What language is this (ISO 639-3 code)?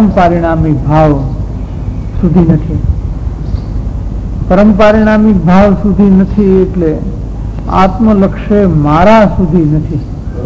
guj